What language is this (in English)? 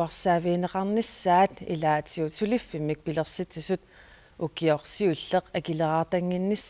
Kalaallisut